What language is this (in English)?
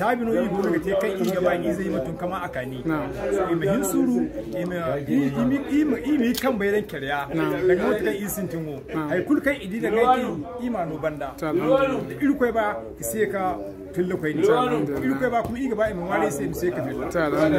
Zarma